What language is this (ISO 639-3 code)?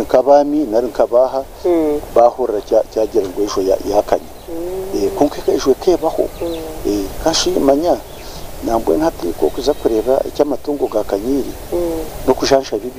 nyn